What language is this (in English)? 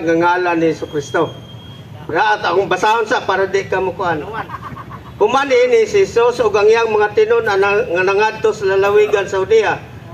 Cebuano